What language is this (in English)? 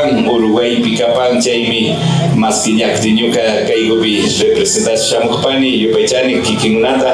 Imbabura Highland Quichua